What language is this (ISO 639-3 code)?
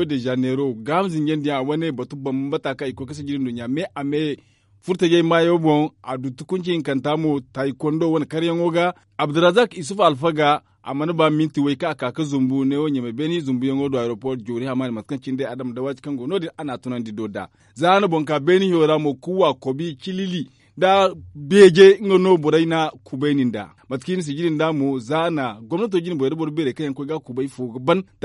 dje